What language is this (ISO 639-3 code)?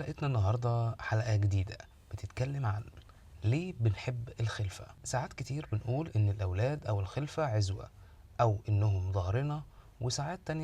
arz